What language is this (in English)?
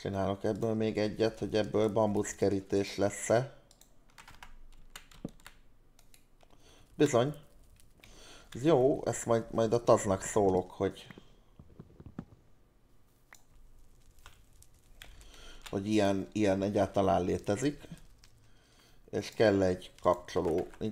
Hungarian